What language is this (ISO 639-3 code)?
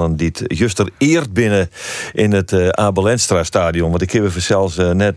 fry